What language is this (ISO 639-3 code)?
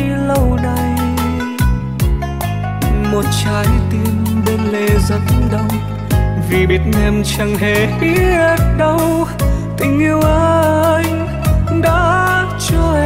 vie